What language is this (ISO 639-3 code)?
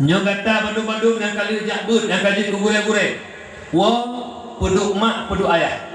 ace